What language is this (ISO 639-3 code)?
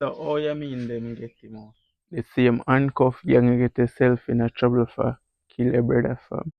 jam